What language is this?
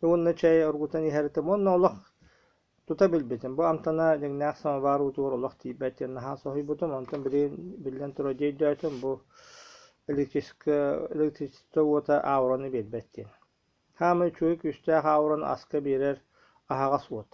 Yakut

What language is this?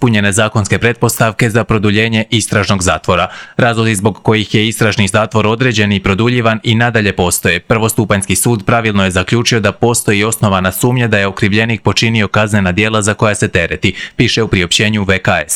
Croatian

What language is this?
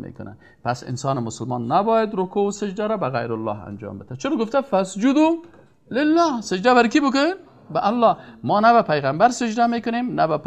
Persian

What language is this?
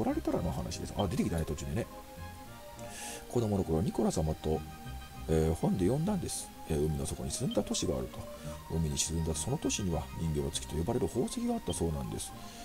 Japanese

